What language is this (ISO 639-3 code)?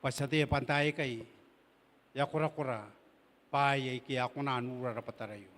gil